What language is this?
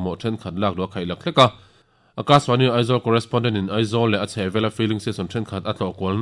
Mizo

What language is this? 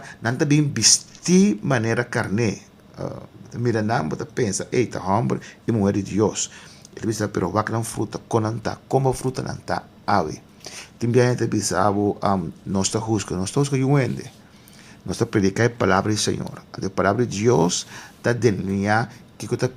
Papiamento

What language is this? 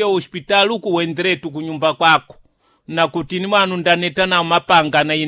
Sena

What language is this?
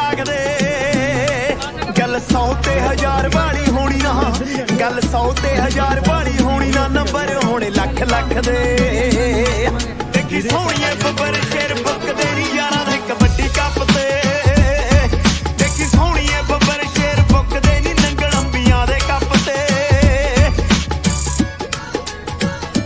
Punjabi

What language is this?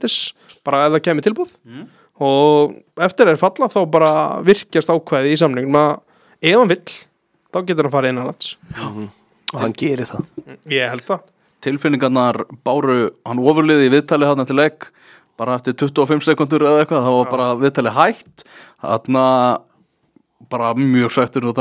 Icelandic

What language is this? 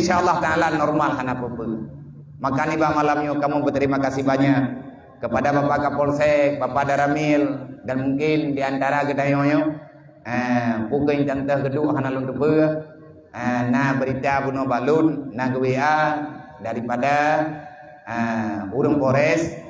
Achinese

